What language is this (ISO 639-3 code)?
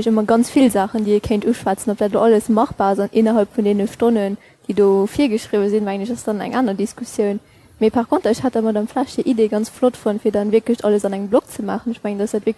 ltz